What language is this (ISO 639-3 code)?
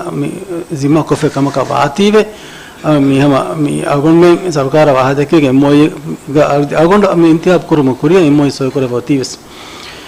div